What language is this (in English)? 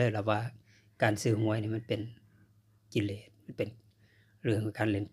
Northeastern Thai